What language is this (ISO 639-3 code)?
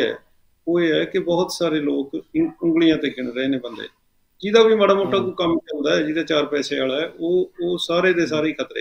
pan